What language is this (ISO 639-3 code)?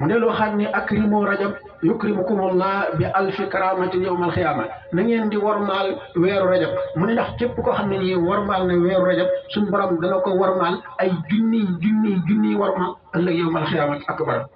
wol